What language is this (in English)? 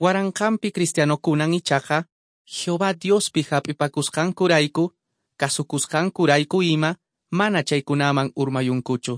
Quechua